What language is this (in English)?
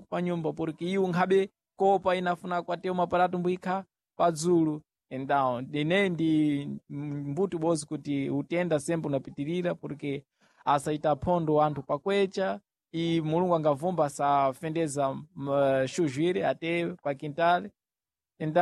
Sena